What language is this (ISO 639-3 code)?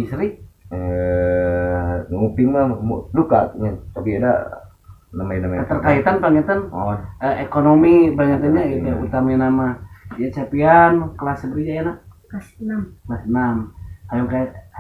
sun